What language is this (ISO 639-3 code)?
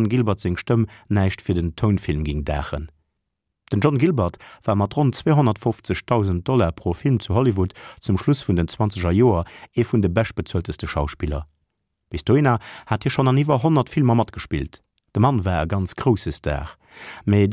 ltz